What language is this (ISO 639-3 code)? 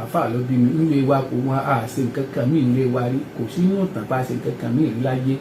yor